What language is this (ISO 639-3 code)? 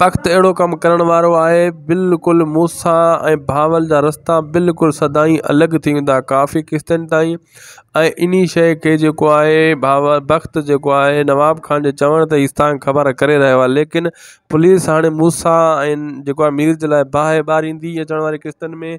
snd